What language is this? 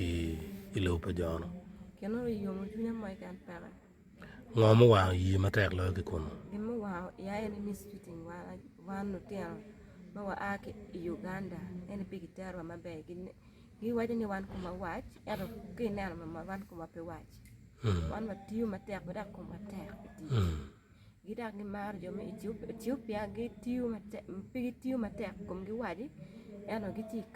Acoli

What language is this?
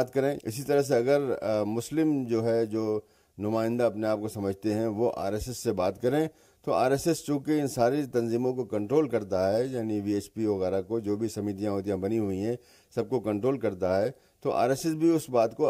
Hindi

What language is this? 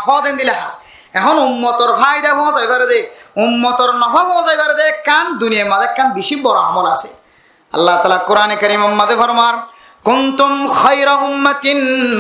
Rohingya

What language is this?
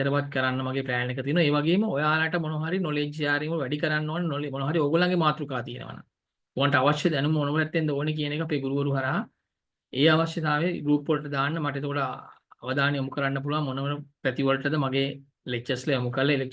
Sinhala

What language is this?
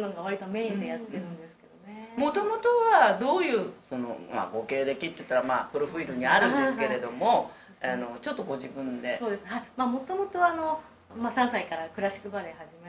Japanese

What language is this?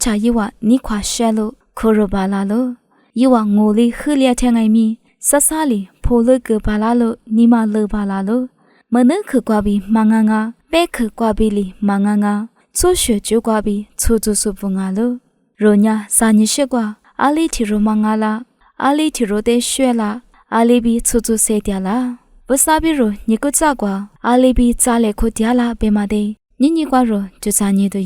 Lisu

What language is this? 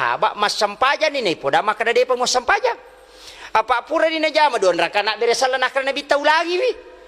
Buginese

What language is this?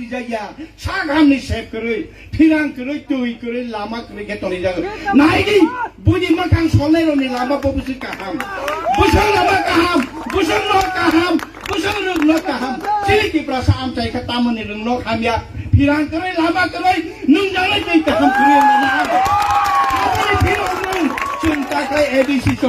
Kok Borok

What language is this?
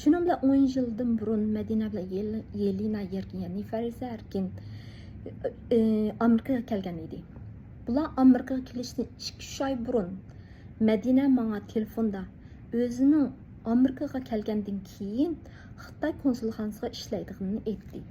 Uyghur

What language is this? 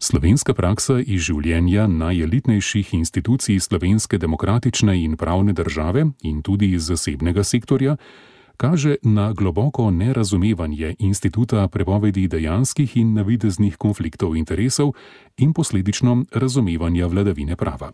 Slovenian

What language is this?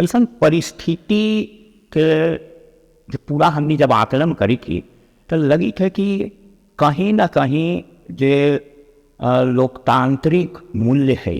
Magahi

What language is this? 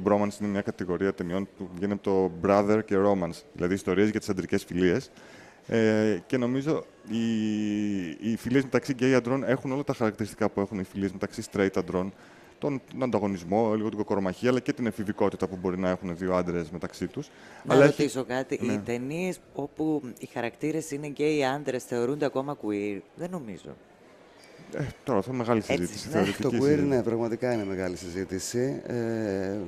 Greek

